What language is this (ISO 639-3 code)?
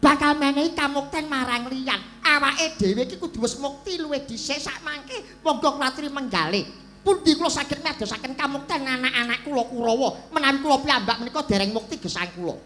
jav